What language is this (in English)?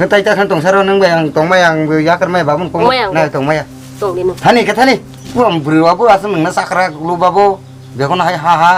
Kok Borok